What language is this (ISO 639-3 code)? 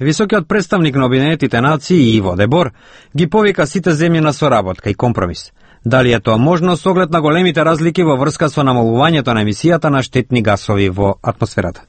mkd